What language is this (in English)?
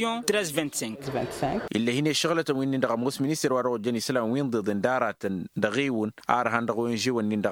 Tamasheq